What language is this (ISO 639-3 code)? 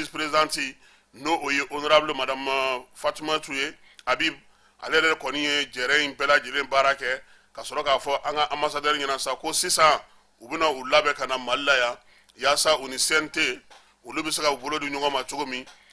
bam